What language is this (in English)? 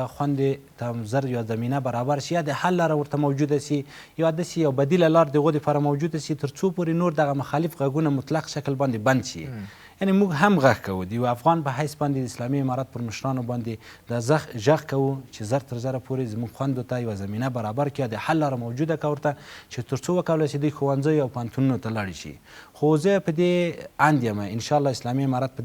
Pashto